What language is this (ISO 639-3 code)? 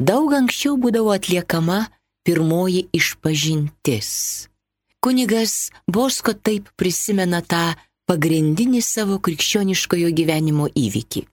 lit